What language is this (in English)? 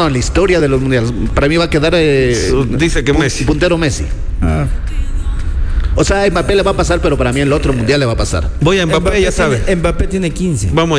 Spanish